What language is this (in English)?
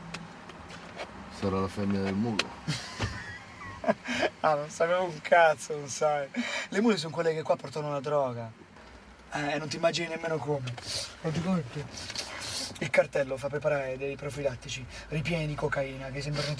Italian